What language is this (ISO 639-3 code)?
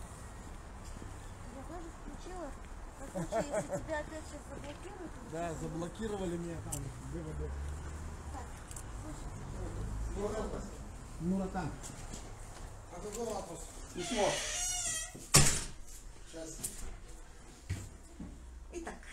rus